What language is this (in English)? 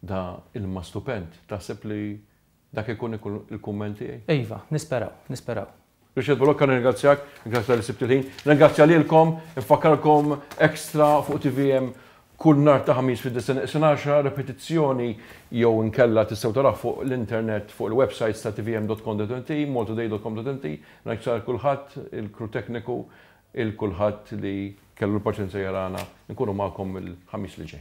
Maltese